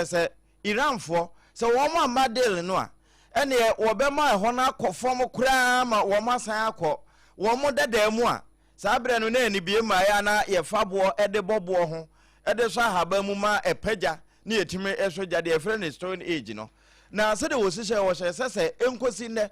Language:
Akan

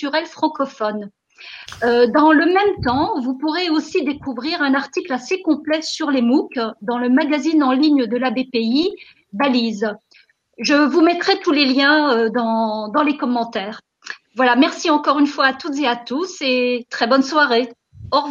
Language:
French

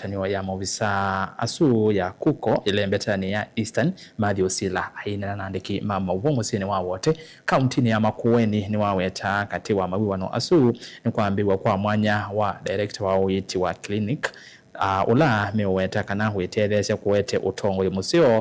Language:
Kamba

